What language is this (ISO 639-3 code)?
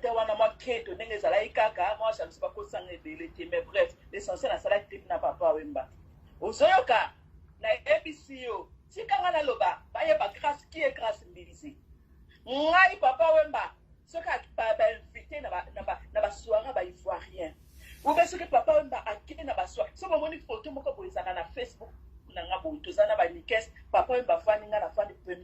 lin